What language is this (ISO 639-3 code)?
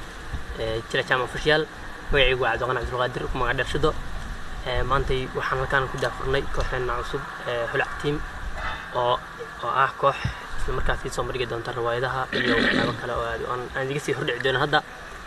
som